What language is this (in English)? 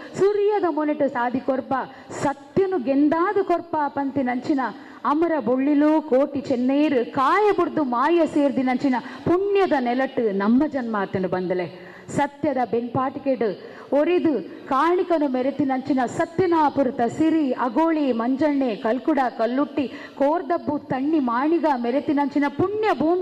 Tulu